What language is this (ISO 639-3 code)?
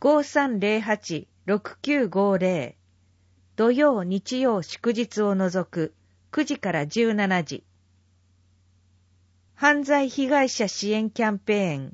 jpn